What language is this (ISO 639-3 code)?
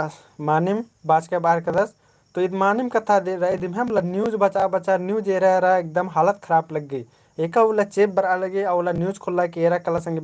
kru